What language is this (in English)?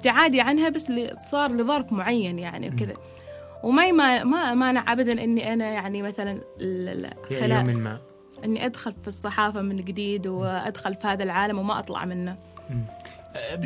Gulf Arabic